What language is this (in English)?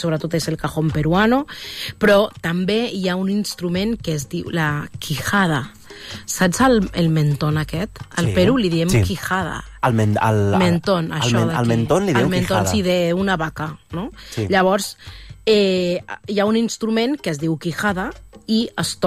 Catalan